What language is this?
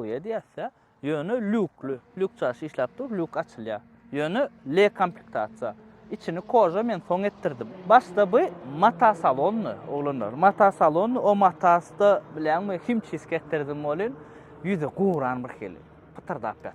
Turkmen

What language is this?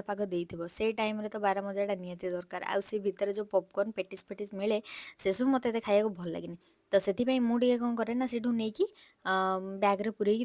Odia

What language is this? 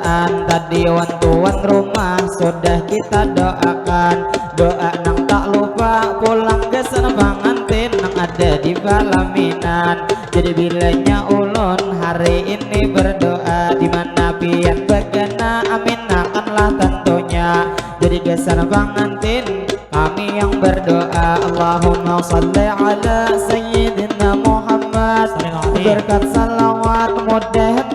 Banjar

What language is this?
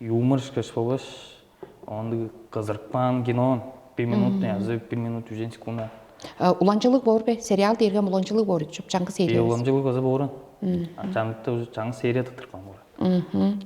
Tuvinian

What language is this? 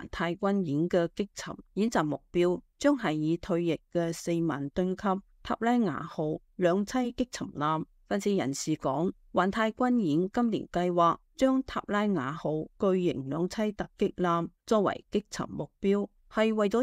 Cantonese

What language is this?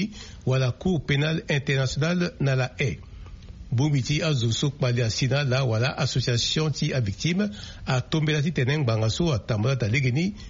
Sango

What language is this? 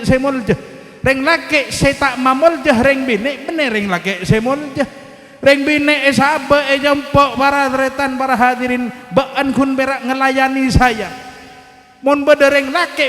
Madurese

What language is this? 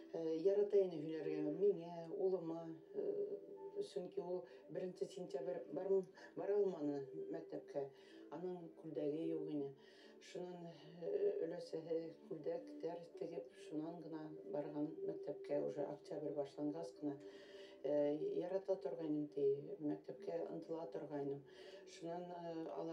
Bashkir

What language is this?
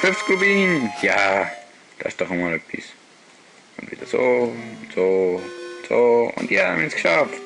Swiss German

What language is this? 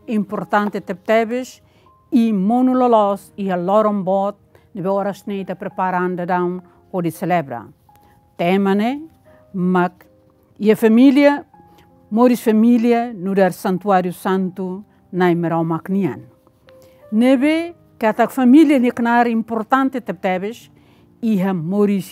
Tetum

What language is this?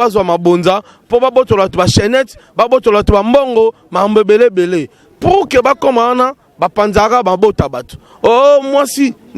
Lingala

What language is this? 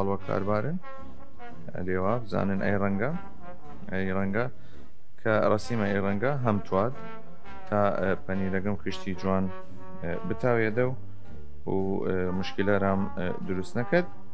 Southern Kurdish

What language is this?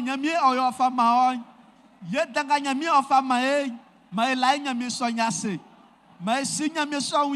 Baoulé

